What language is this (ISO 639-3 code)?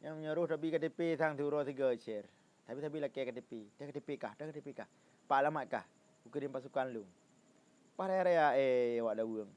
ace